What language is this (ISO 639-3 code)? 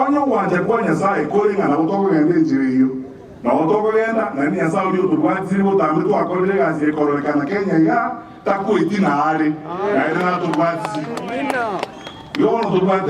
guz